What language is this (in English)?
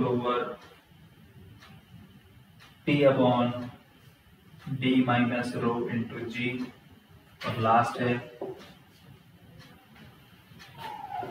Hindi